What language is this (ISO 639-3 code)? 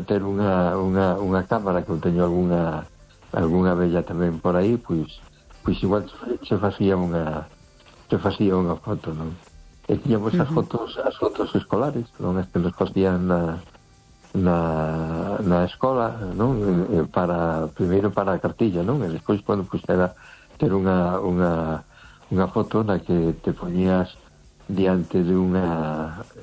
glg